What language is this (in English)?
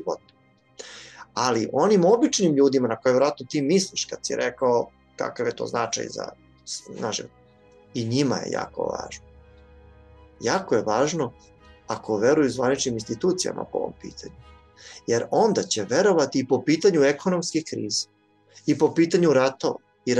Serbian